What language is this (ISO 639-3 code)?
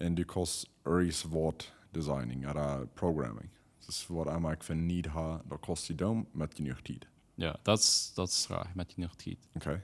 pdt